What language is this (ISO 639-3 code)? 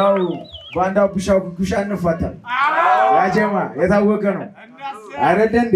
amh